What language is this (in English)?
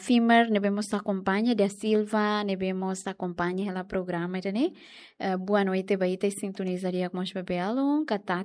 Tetum